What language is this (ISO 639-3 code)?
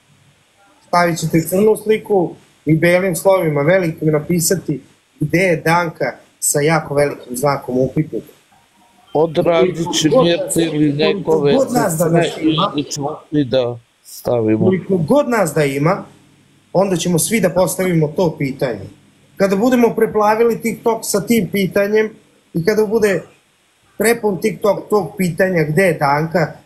srp